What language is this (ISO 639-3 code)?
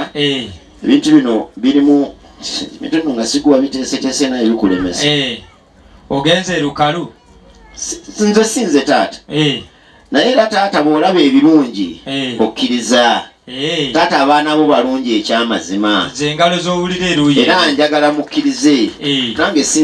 lug